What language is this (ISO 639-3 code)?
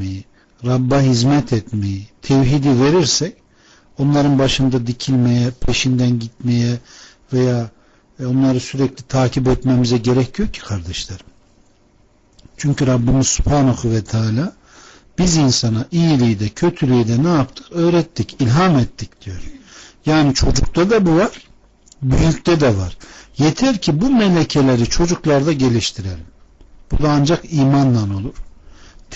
tur